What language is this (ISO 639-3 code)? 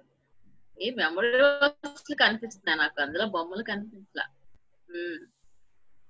tel